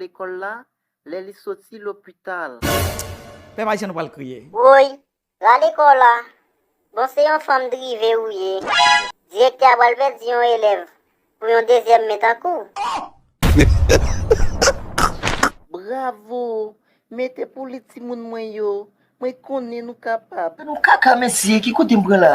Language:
Haitian Creole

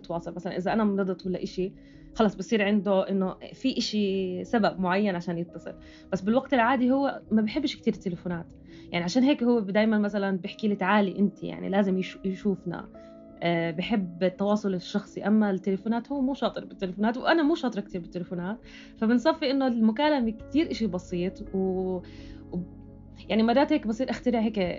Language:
North Levantine Arabic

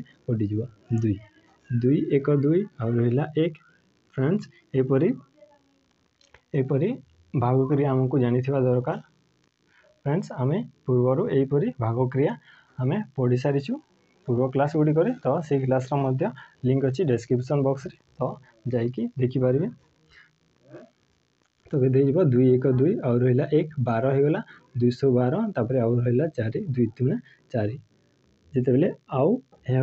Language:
Odia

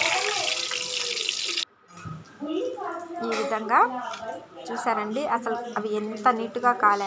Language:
Telugu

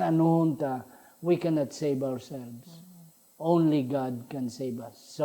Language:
Hiligaynon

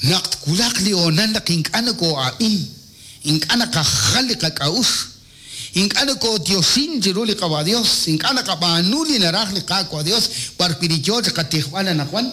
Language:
Kekchí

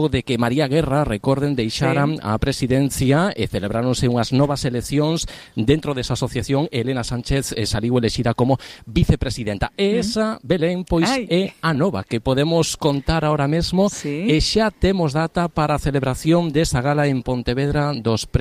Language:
Galician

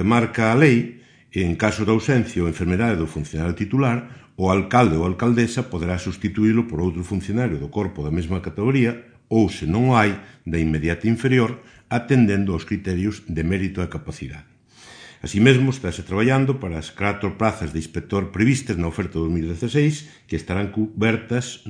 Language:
Galician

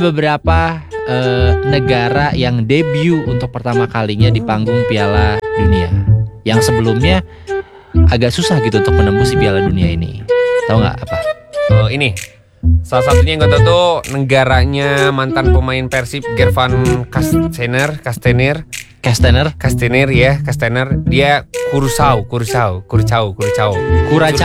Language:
Indonesian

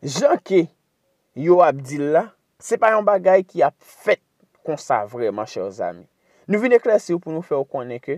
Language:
Haitian Creole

